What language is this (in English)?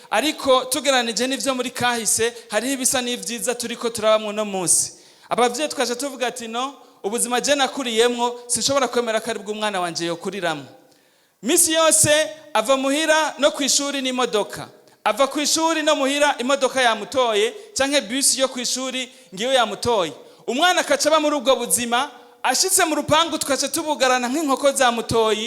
Rundi